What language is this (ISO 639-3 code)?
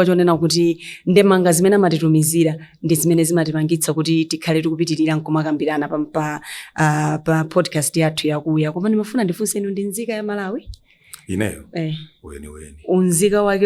nya